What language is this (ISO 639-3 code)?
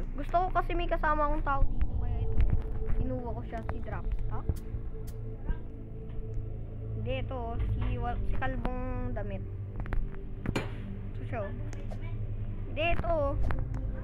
fil